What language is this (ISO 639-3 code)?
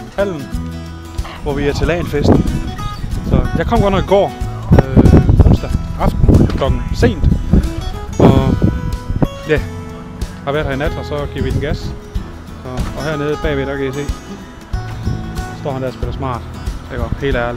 dan